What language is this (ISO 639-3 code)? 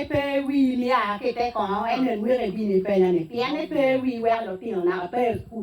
ach